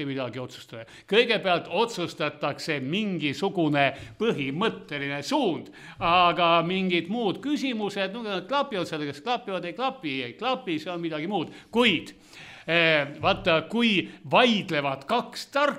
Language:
Estonian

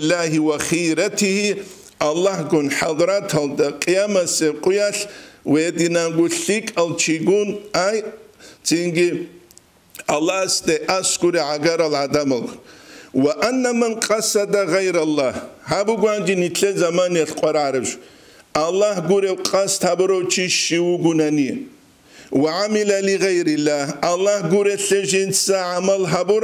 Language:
Avaric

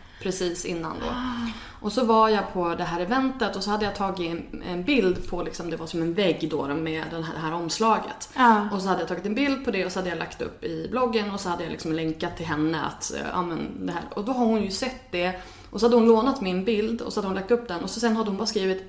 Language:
Swedish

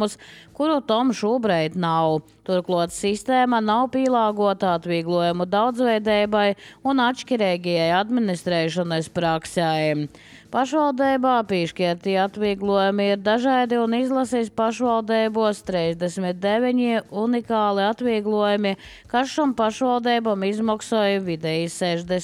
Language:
Latvian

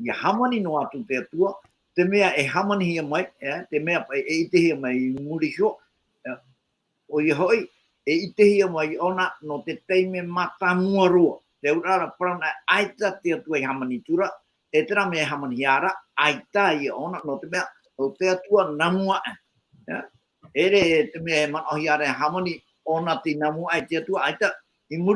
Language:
Tahitian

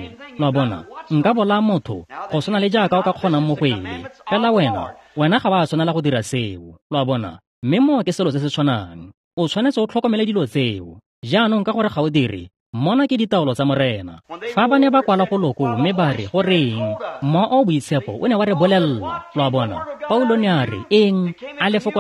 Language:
Tswana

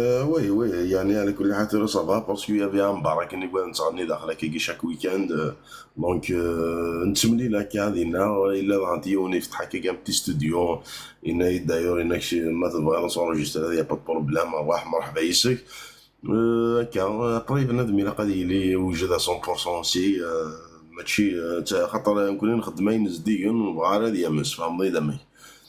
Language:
Kabyle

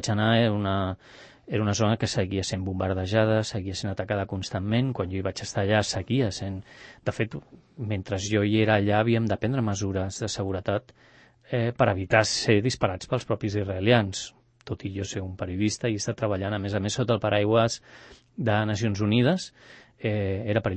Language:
Catalan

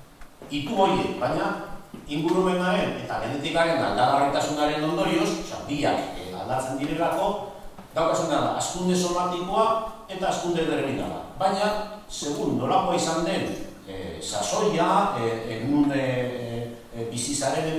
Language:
Basque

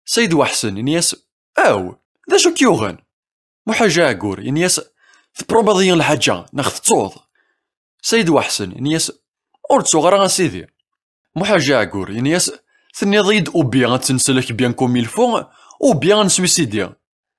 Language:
Kabyle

